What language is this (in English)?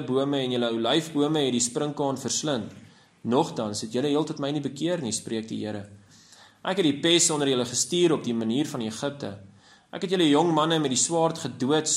Afrikaans